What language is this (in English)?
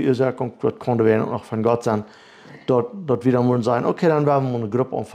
Plautdietsch